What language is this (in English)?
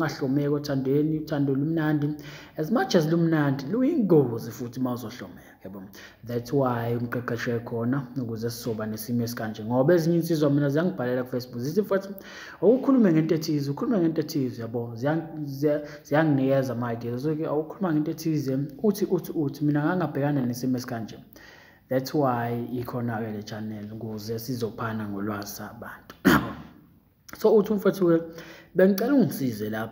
Zulu